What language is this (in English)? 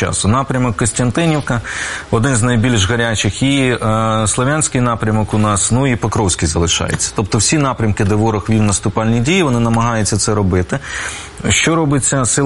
Ukrainian